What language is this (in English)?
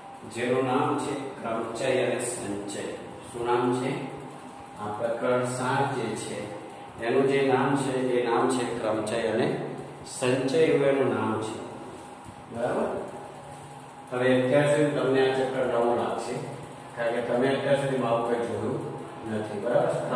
Gujarati